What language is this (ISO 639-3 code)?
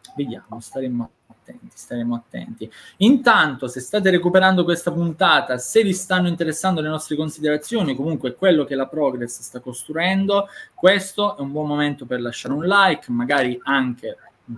ita